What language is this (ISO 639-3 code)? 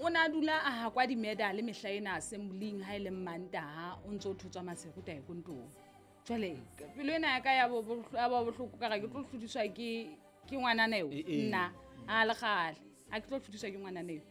sot